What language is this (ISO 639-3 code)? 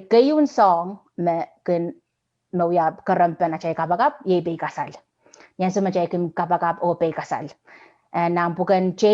pon